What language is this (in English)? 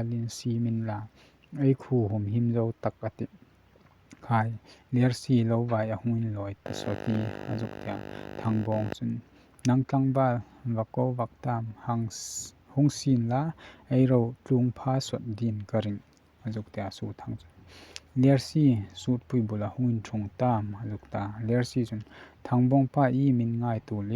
Hmar